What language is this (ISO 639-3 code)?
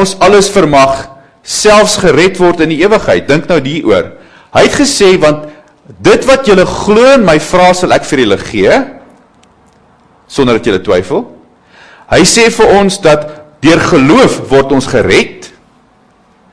afr